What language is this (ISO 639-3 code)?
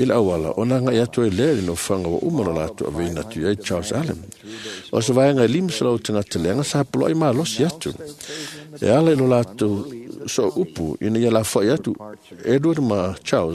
smo